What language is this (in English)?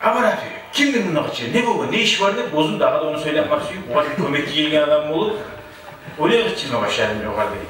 Kumyk